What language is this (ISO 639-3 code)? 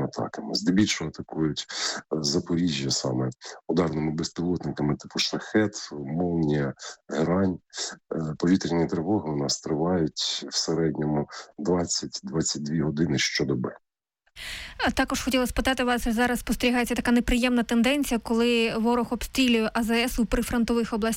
ukr